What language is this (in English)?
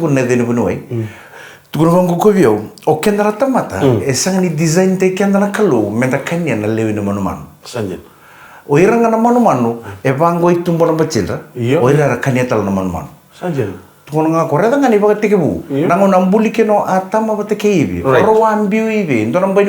Fijian